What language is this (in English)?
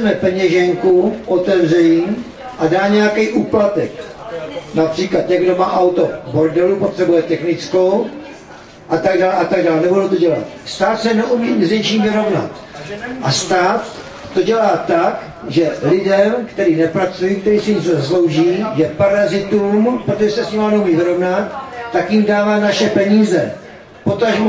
Czech